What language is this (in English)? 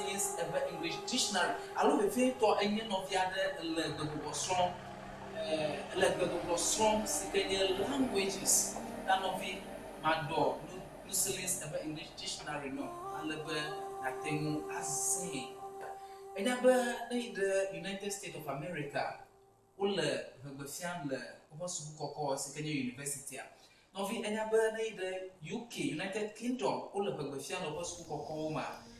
Ewe